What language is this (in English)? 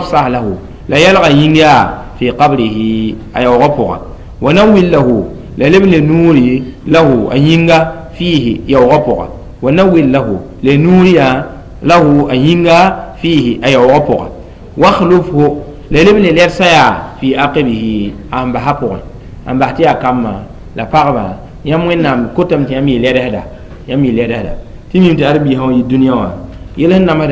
Mossi